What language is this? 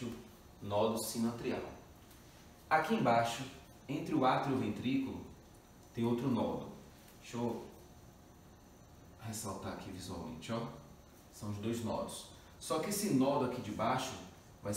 Portuguese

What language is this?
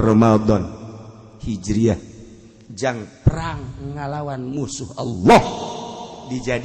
Sundanese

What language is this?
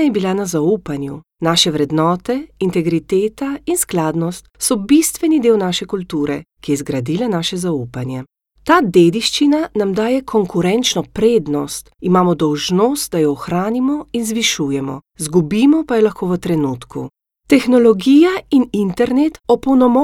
Slovenian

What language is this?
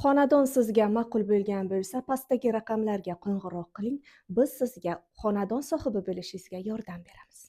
Uzbek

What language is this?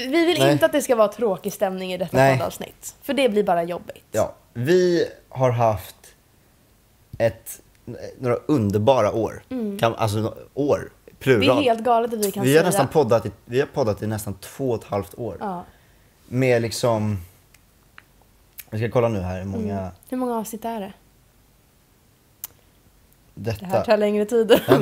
Swedish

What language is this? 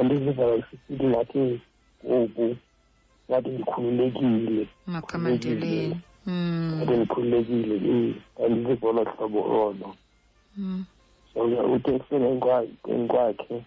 Xhosa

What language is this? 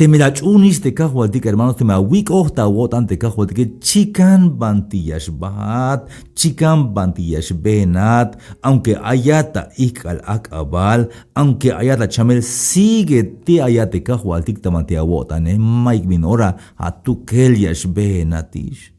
Tzeltal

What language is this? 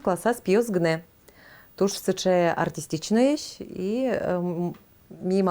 Udmurt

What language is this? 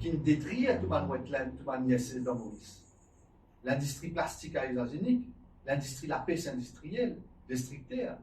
Morisyen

